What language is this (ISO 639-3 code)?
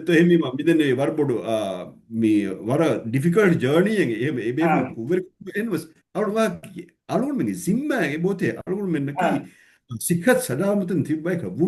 div